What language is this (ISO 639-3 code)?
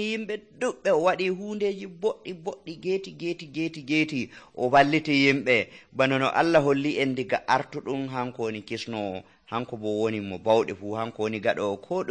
fuv